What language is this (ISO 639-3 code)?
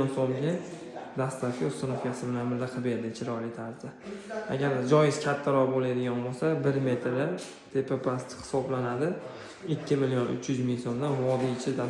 uzb